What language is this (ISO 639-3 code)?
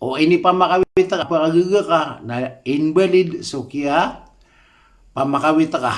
mrw